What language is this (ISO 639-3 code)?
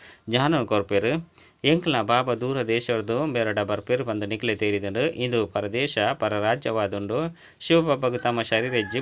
tcy